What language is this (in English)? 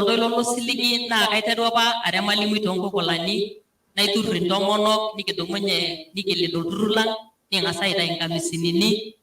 Masai